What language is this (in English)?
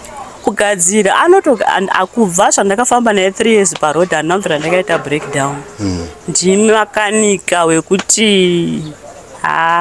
Shona